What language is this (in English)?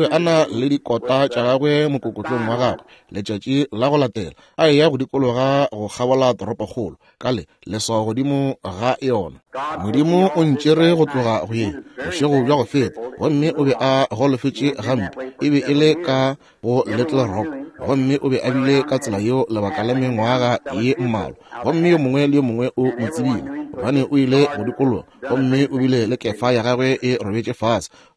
Northern Sotho